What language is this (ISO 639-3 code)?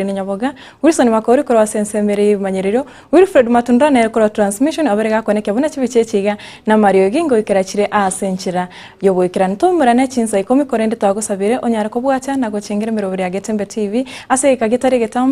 guz